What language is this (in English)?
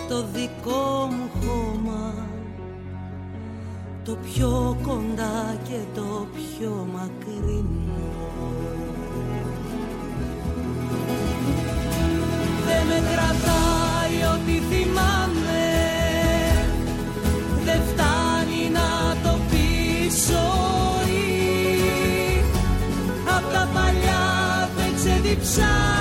Greek